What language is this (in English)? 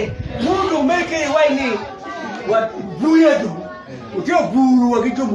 Acoli